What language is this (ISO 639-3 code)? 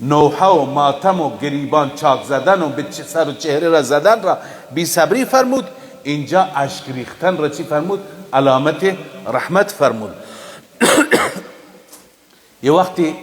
fas